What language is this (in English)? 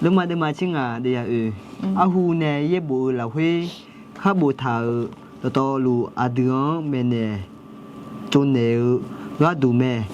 Akha